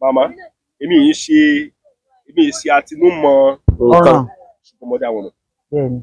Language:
Yoruba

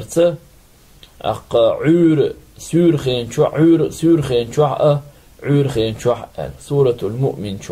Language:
Chechen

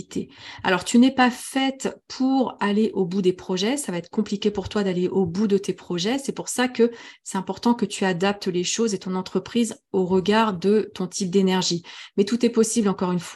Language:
French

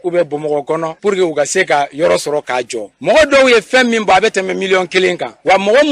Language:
Bambara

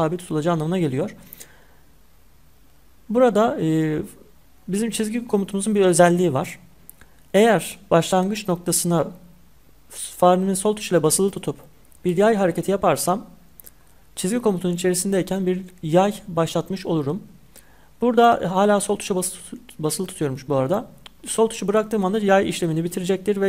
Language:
Turkish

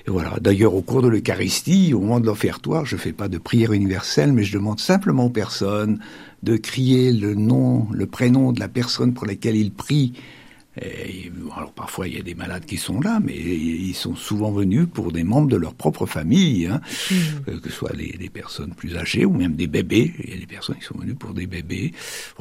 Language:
French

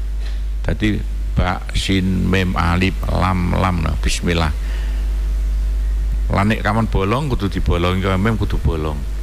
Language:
Javanese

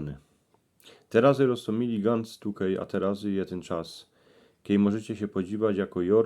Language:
Silesian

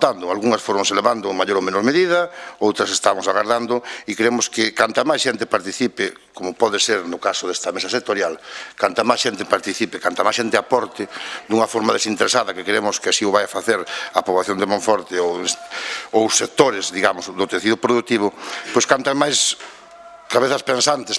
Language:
Galician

